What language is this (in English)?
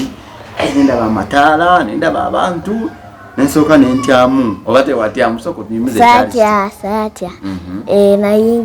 Ganda